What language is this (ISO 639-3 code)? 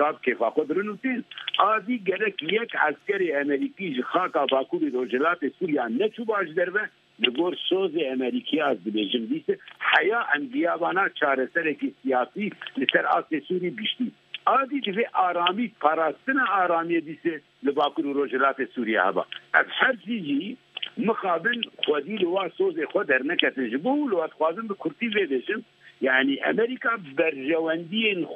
kur